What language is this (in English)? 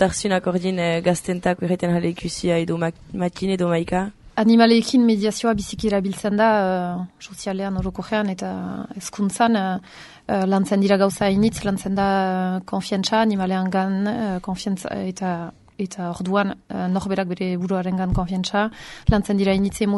Basque